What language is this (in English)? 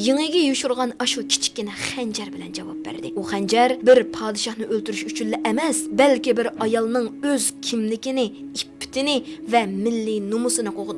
Uyghur